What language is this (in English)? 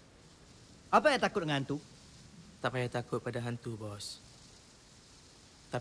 Malay